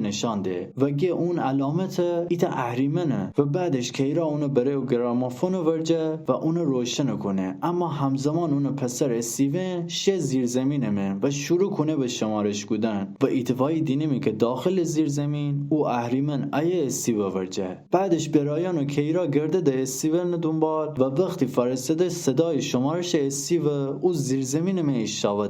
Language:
Gilaki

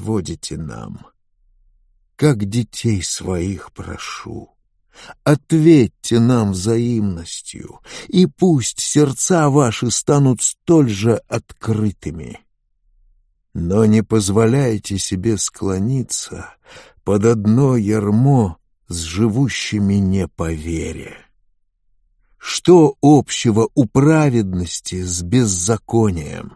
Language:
Russian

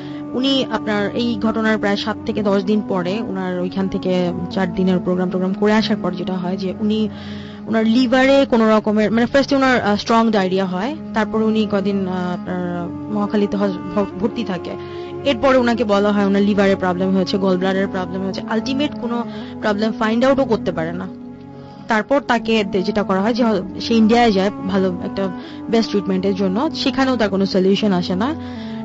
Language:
Bangla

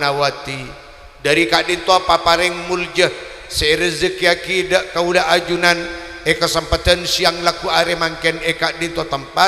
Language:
Madurese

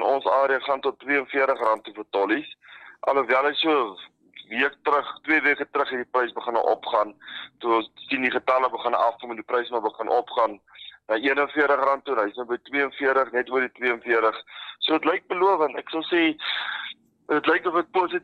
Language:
Afrikaans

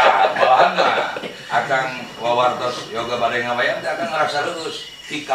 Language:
Sundanese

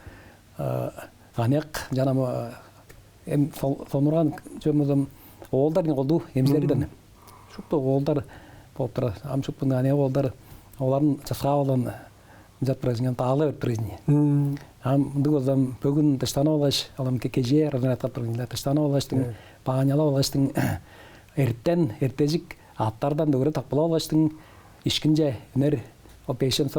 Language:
Tuvinian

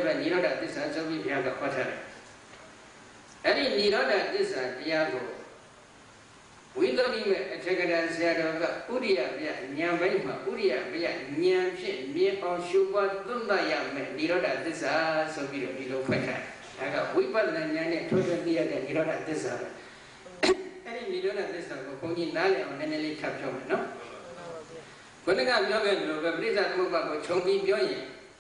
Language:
Burmese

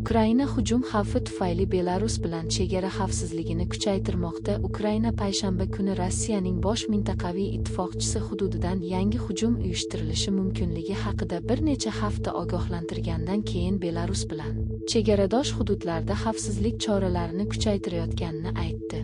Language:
Uzbek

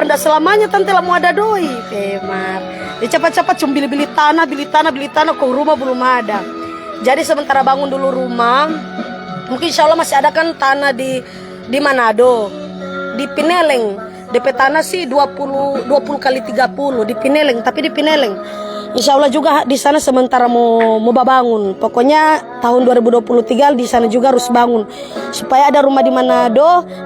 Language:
Manado Malay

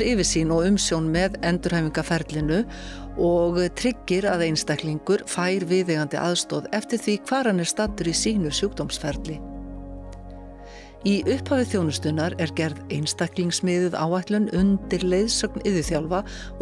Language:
Icelandic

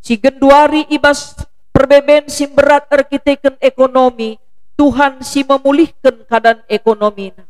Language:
Batak Karo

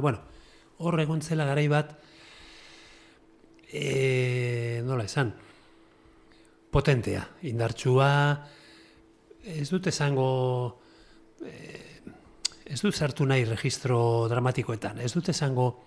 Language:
Basque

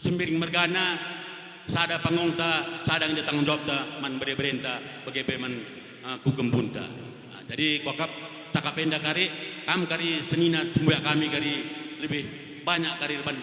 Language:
Batak Karo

